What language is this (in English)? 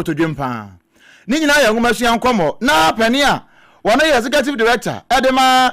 Akan